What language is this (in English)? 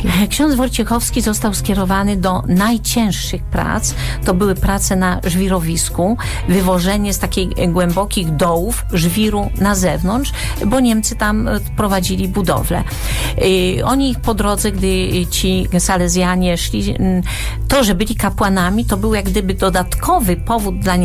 Polish